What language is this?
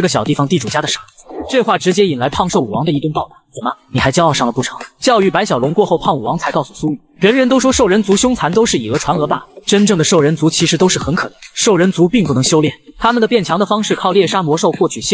Chinese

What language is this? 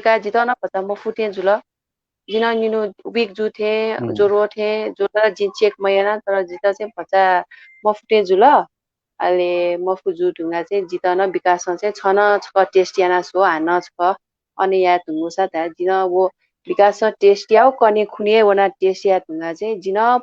Newari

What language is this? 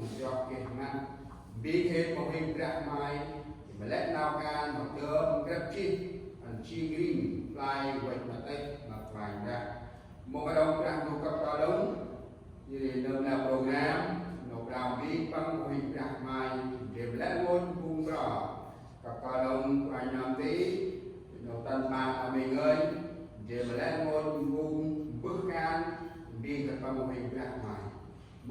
Central Mnong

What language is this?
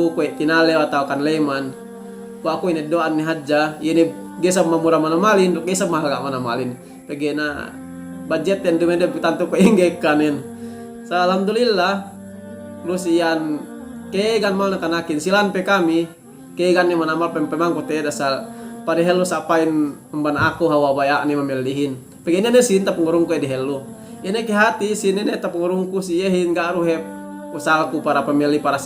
Yakan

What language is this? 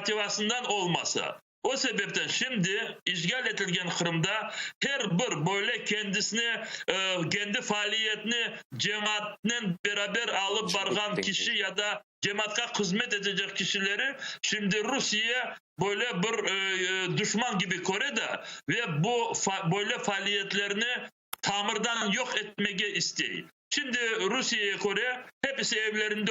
Crimean Tatar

